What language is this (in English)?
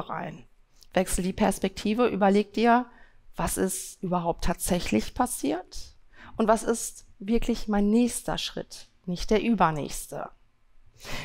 German